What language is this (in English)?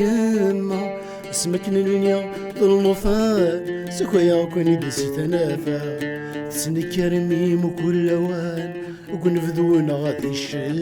Kabyle